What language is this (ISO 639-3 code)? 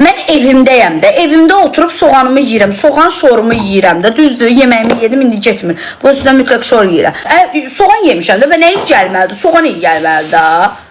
aze